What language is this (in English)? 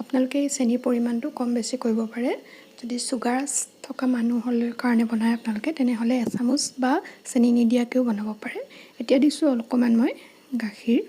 Assamese